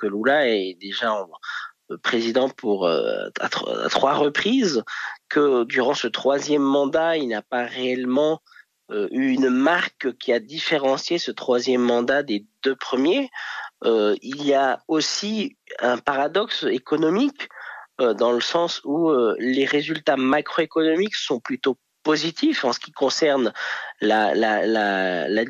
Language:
French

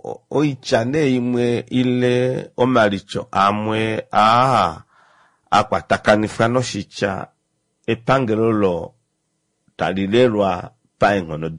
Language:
Kuanyama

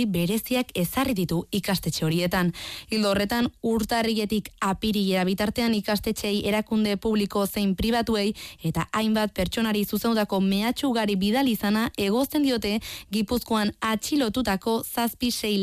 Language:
Basque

